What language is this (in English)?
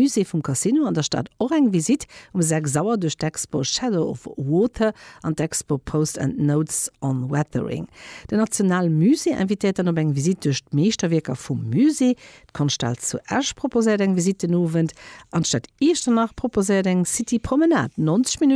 Luxembourgish